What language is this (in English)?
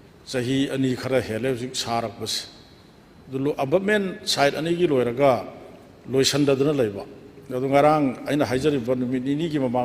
Manipuri